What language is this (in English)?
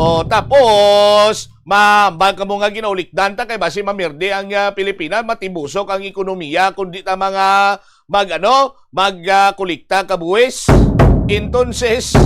Hiligaynon